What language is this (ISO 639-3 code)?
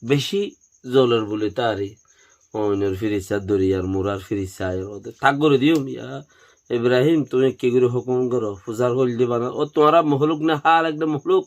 rhg